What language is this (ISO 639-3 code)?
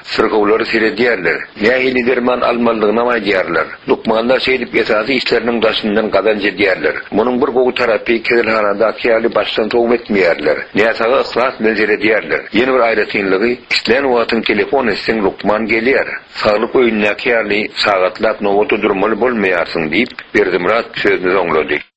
tuk